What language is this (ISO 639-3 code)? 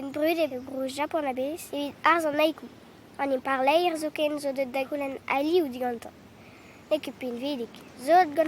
bre